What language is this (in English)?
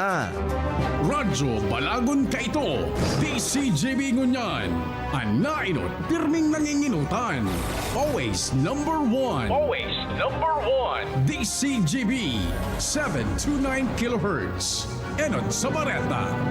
Bikol